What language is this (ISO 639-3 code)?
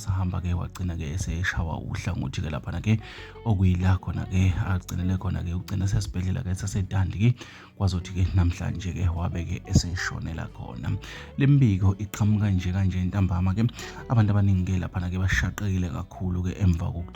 zul